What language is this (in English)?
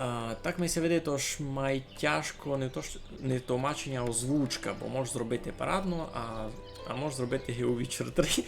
Rusyn